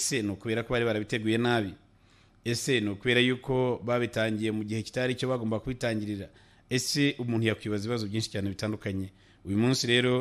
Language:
Kinyarwanda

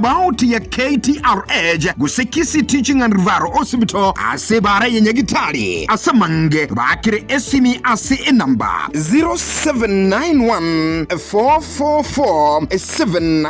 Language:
Gusii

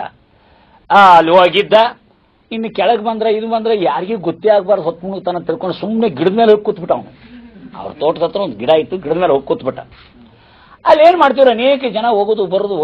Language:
Kannada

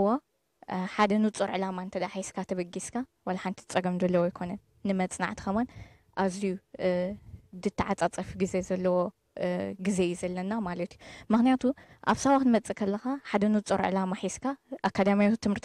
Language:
Tigrinya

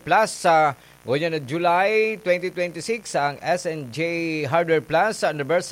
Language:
Bikol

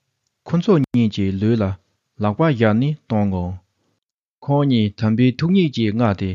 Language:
Tibetan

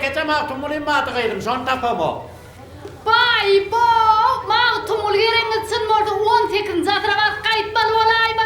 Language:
Turkmen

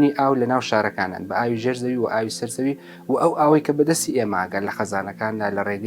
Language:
Central Kurdish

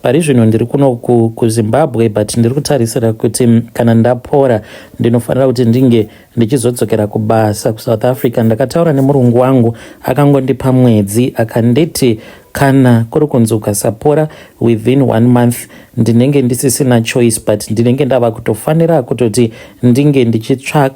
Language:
Shona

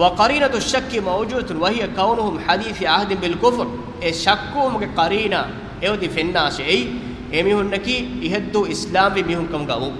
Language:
Divehi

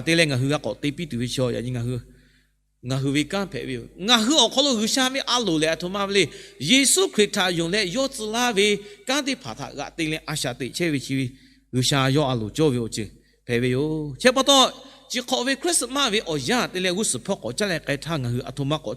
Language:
Lahu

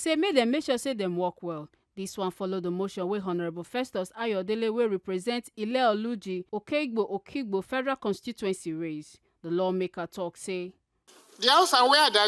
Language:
Nigerian Pidgin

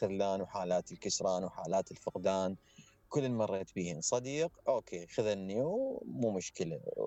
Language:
Mesopotamian Arabic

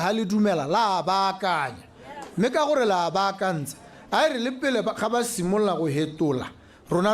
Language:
Tswana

